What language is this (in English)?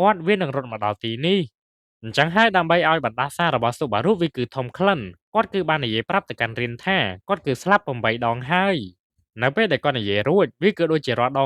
Khmer